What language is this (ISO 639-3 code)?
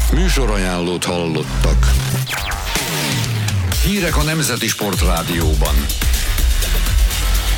hun